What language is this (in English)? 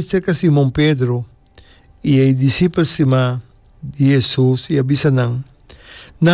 Papiamento